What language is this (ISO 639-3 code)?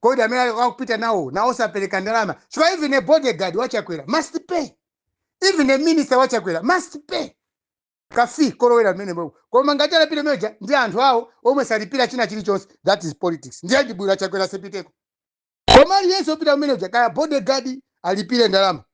nya